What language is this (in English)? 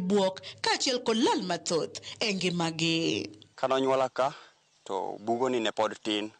Luo (Kenya and Tanzania)